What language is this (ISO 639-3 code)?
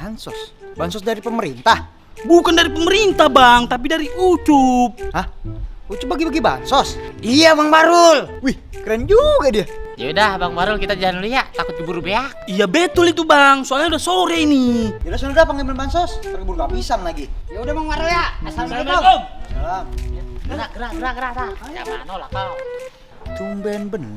bew